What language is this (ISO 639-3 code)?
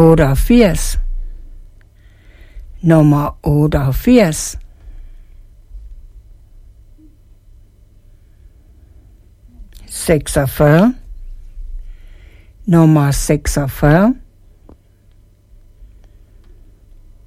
dan